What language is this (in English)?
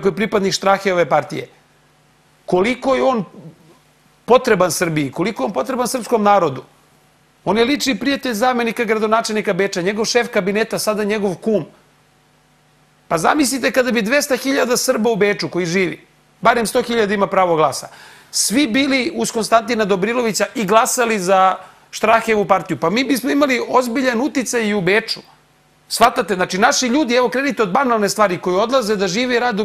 Serbian